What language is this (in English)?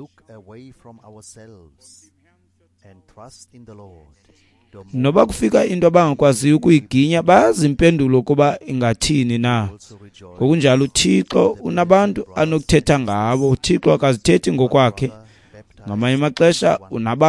Xhosa